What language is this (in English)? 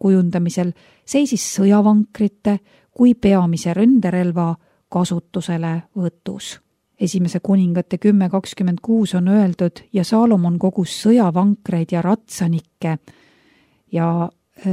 Estonian